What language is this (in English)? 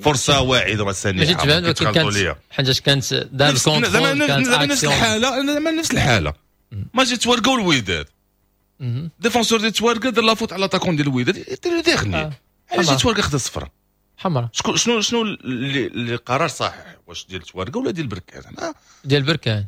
Moroccan Arabic